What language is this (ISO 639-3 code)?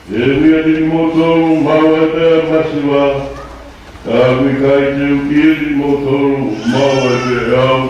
ton